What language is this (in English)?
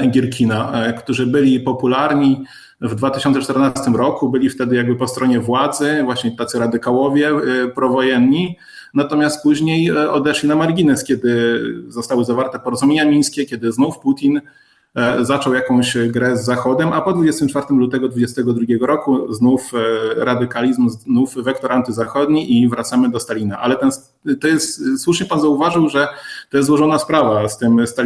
Polish